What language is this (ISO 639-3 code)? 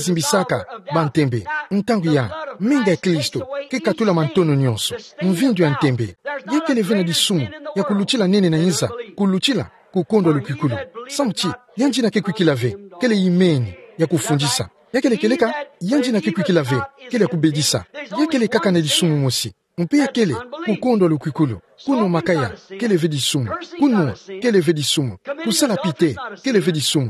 ktu